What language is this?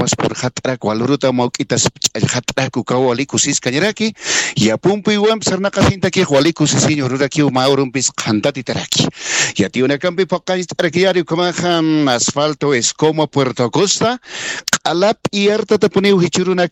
Aymara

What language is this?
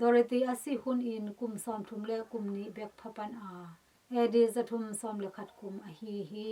Tedim Chin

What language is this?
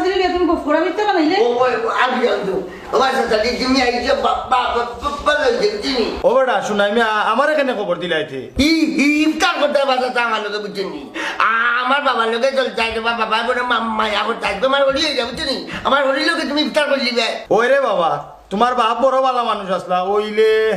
Sylheti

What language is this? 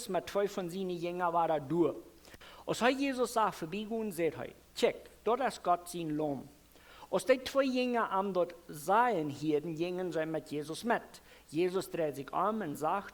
Plautdietsch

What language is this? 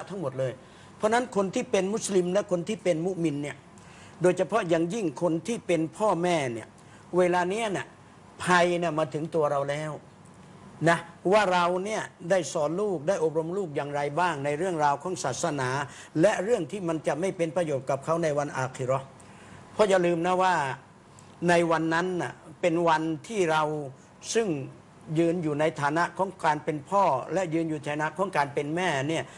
Thai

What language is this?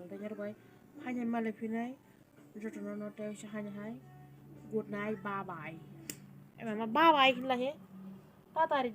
Kok Borok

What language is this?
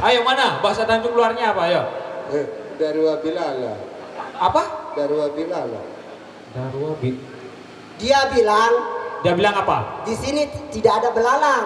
Sasak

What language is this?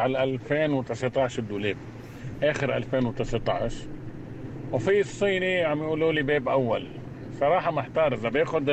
North Levantine Arabic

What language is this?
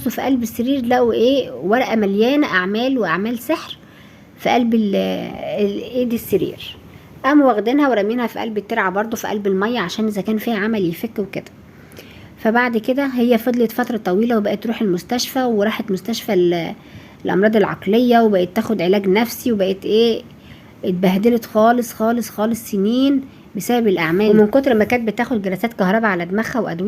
Egyptian Arabic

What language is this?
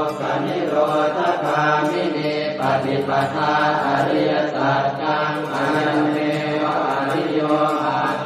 Pali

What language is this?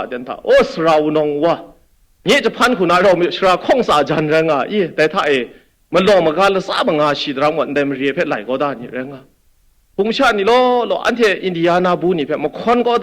Kachin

